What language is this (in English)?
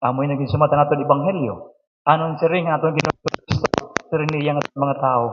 Waray